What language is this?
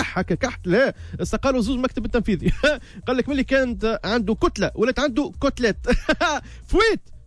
Tunisian Arabic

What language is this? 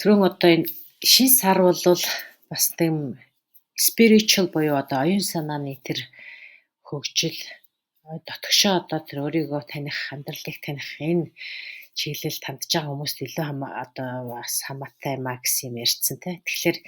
Mongolian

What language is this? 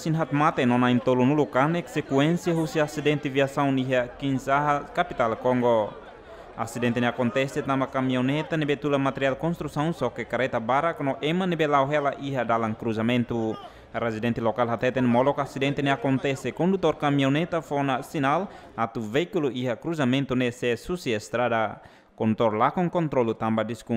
Tetum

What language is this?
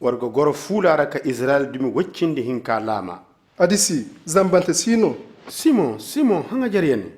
Zarma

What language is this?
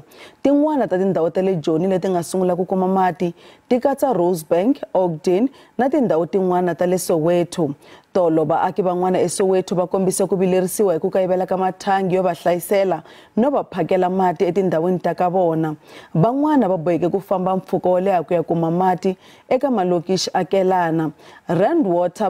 Tsonga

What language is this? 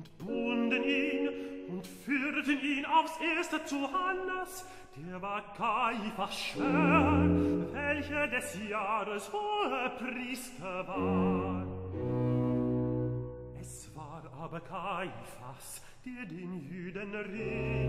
German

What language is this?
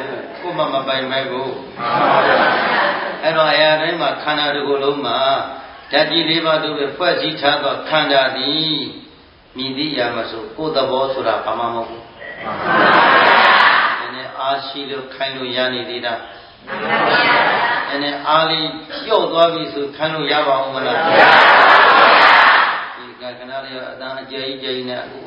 Burmese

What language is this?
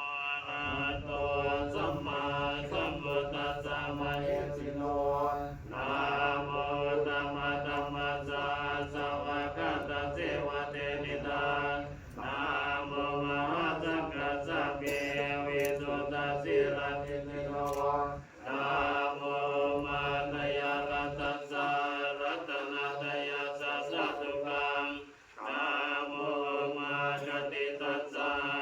Pali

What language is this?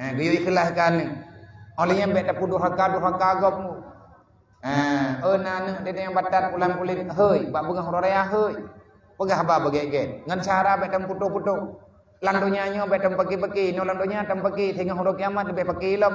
Achinese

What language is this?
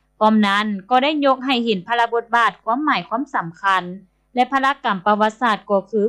Lao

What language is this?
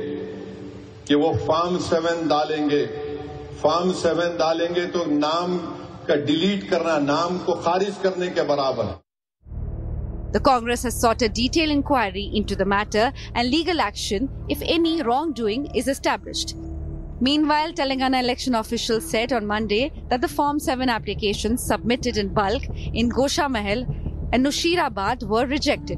English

